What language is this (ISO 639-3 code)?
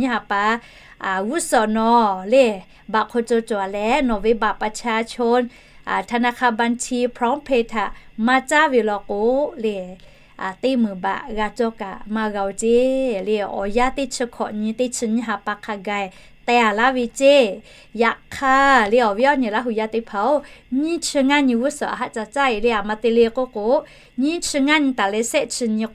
lhu